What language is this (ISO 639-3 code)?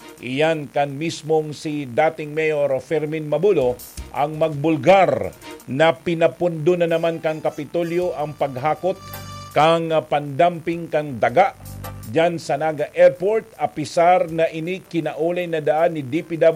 bik